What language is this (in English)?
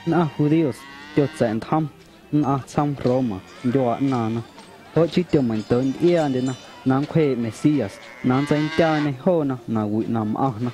Guerrero Amuzgo